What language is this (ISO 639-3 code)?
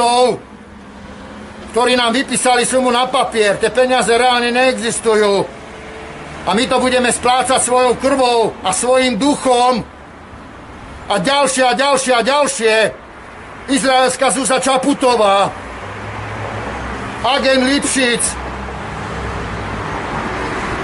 slk